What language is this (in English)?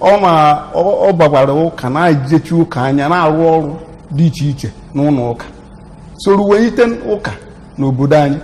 Igbo